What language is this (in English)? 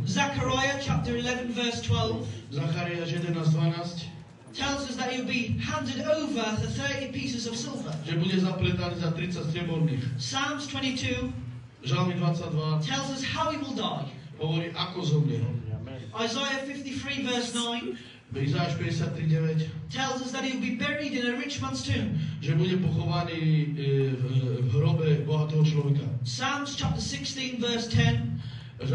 Slovak